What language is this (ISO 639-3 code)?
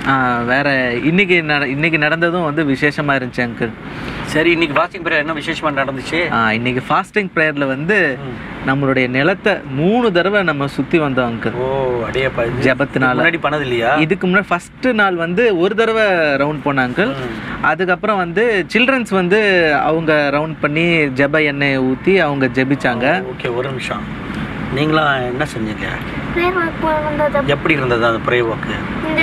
tam